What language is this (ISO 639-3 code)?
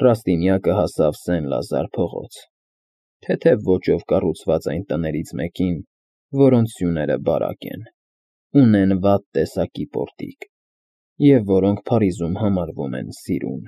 hye